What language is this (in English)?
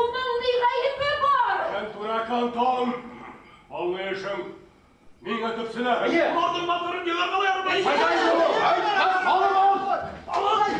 Bashkir